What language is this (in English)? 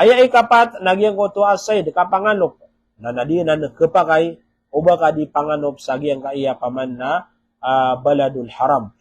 Maranao